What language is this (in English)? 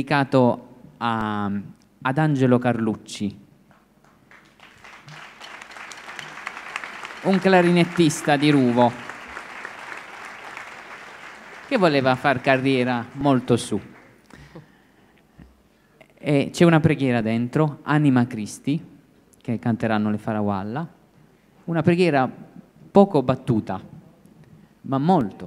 Italian